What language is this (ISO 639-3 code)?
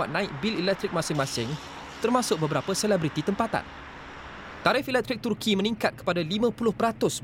msa